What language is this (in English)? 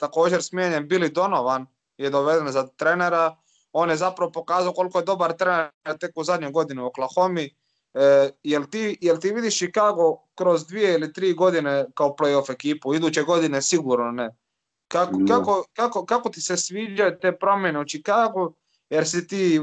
Croatian